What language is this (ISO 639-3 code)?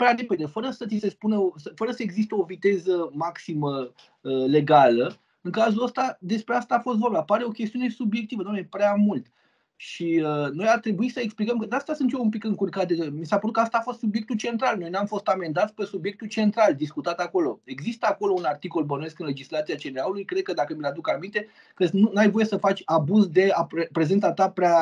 ron